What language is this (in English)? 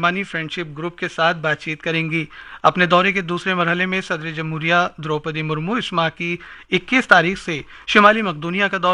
Urdu